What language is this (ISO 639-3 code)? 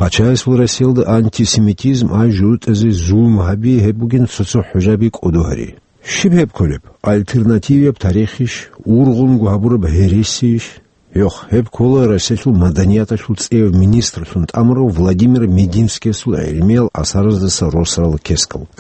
ava